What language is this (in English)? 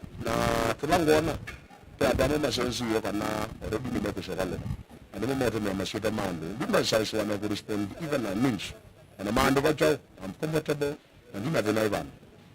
Kamba